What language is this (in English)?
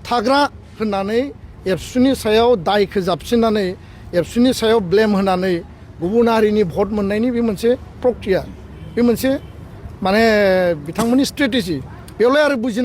Bodo